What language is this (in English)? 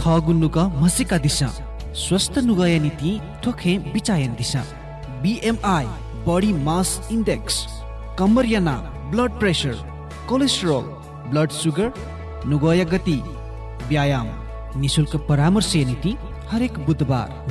Newari